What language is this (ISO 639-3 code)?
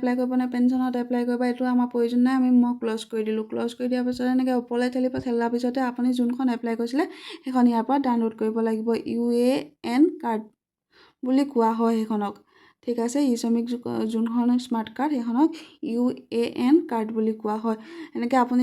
asm